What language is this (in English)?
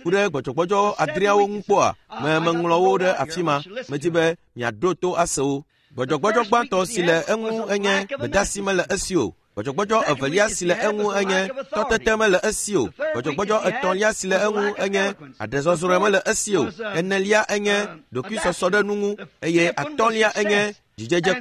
Ewe